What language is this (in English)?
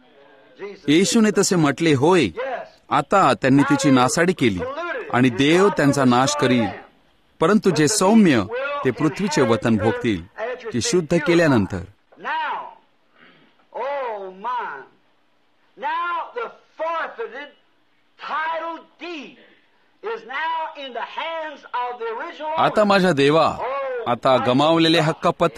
Marathi